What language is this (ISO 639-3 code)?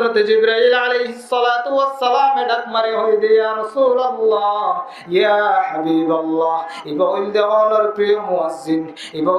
rhg